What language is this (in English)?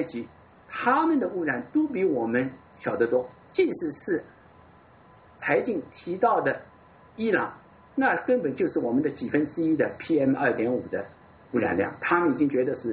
Chinese